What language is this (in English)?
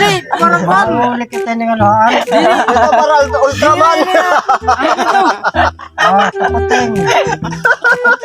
Waray